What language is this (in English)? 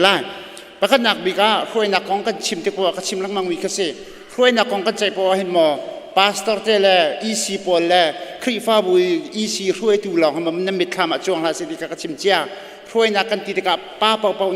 Hakha Chin